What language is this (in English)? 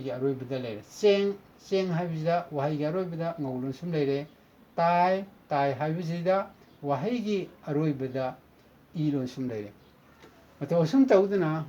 Manipuri